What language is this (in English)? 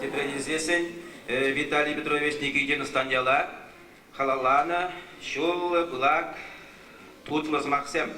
Chuvash